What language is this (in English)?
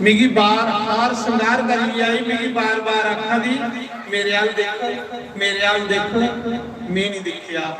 Dogri